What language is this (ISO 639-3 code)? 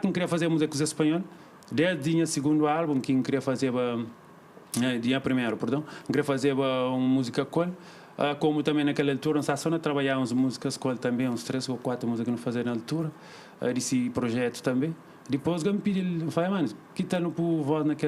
kea